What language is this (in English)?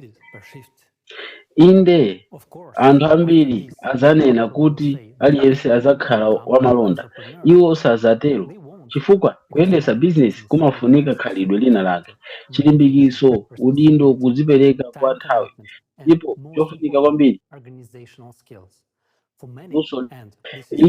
Nyanja